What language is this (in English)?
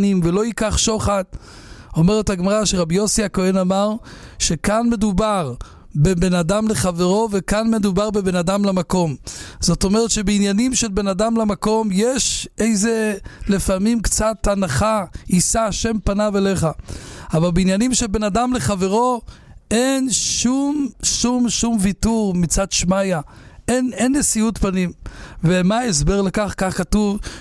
Hebrew